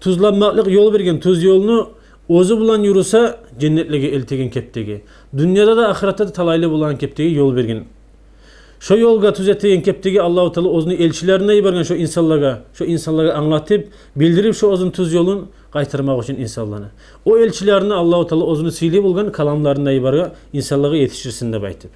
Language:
Kumyk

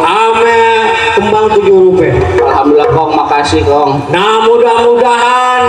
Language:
Betawi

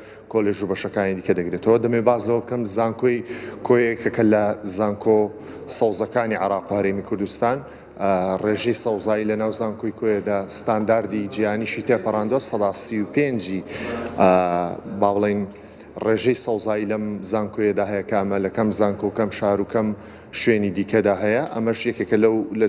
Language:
Central Kurdish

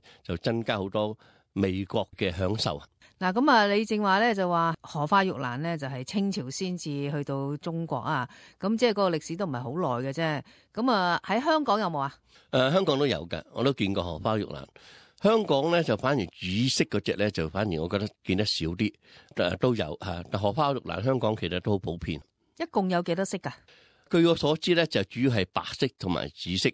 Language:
Cantonese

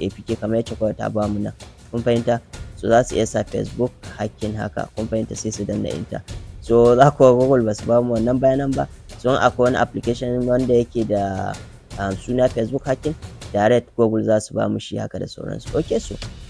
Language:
Hausa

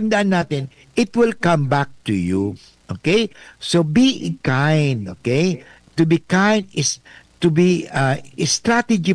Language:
Bikol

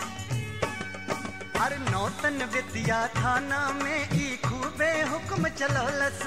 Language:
Bhojpuri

